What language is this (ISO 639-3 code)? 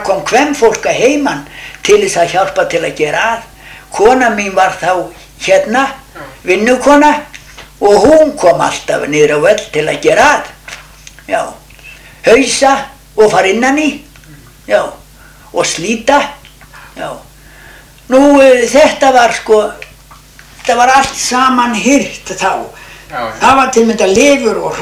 isl